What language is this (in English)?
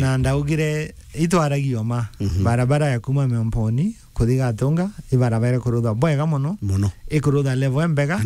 Meru